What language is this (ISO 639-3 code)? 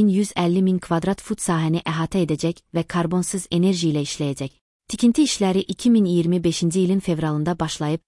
aze